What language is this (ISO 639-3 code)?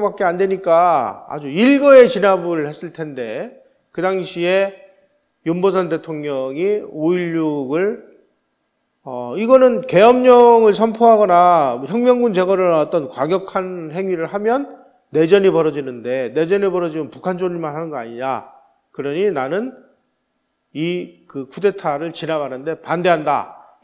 kor